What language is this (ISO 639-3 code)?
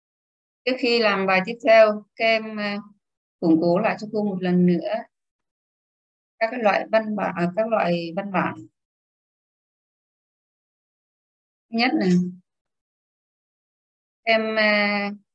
vie